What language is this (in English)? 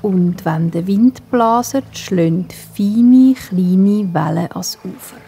Swiss German